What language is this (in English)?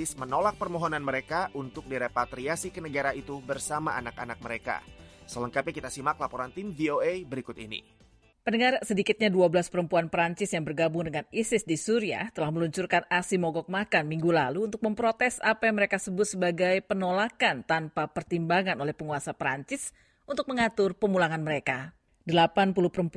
Indonesian